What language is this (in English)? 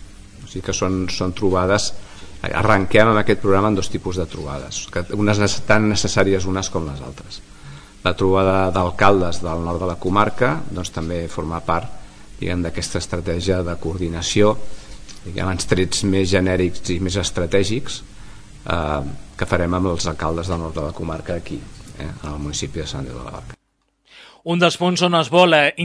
Catalan